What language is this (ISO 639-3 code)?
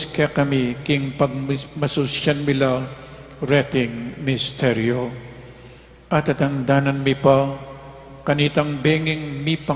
pam